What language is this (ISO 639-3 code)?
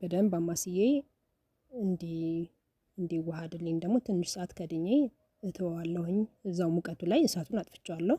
amh